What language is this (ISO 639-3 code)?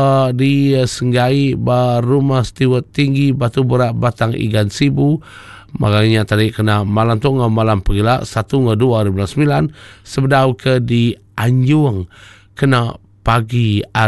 iba